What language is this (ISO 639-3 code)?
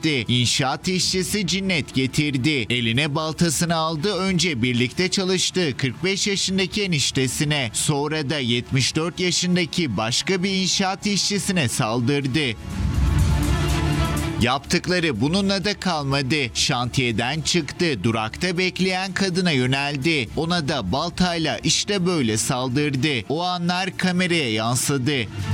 tur